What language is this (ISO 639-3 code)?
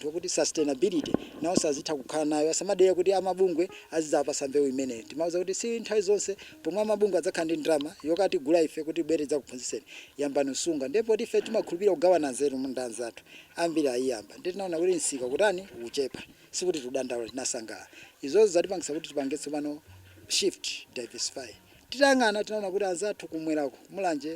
nya